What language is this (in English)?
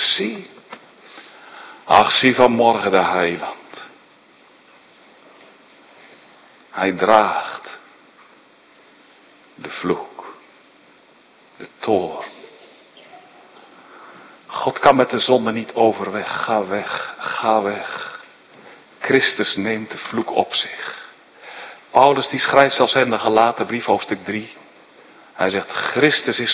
Dutch